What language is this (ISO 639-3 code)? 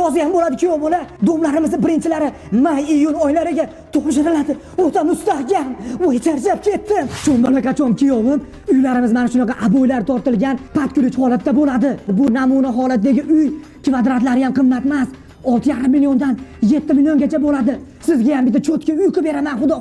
uzb